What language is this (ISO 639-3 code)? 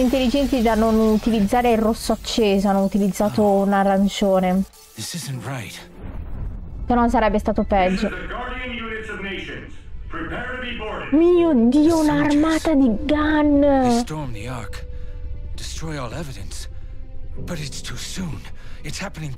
ita